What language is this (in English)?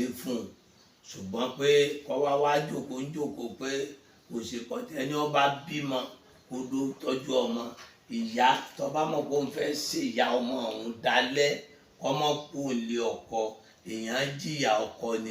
Yoruba